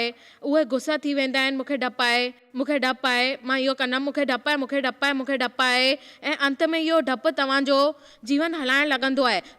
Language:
Sindhi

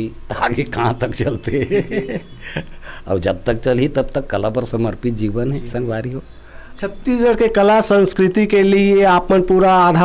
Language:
Chhattisgarhi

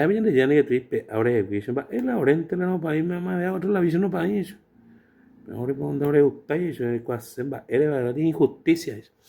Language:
Guarani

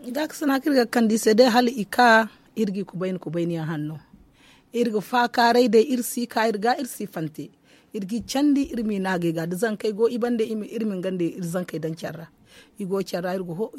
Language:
Zarma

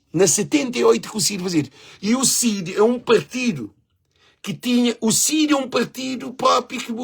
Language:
Kabuverdianu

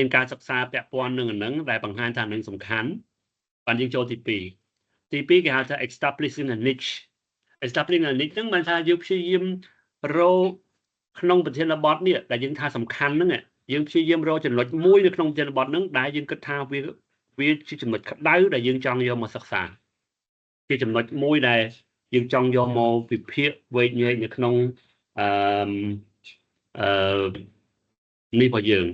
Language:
Khmer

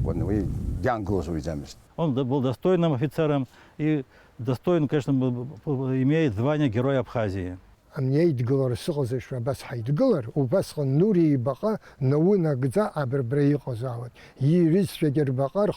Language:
Abkhazian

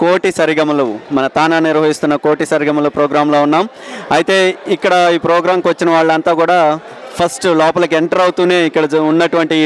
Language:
Telugu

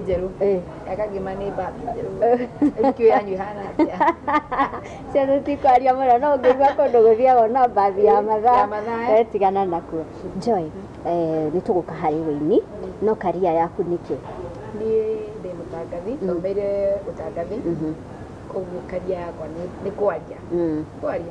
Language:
Kikuyu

